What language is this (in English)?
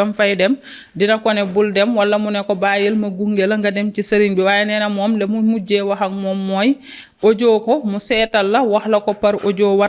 Wolof